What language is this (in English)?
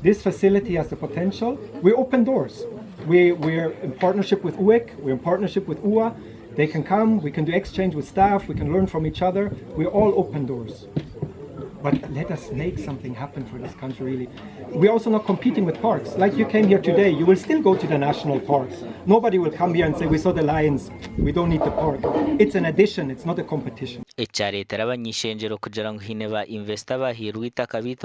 Nyankole